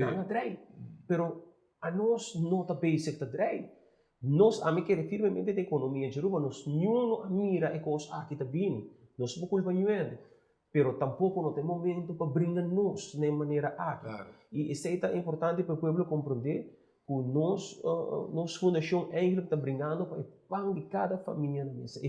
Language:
Papiamento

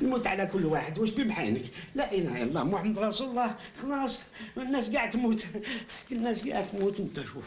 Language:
Algerian Arabic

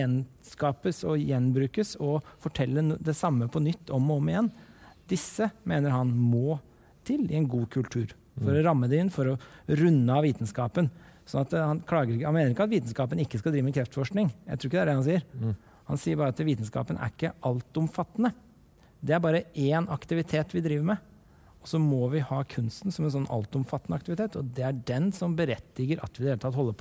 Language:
Norwegian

